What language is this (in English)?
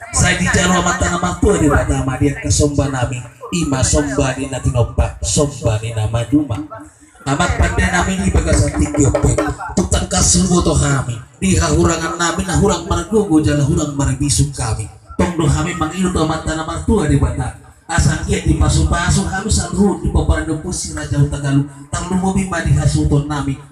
Batak Toba